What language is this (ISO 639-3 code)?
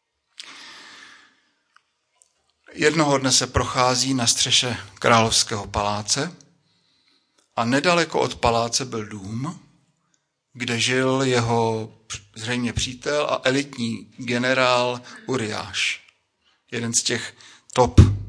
ces